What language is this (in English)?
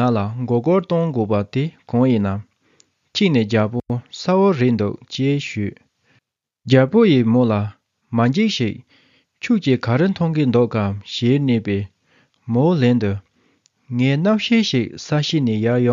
Tibetan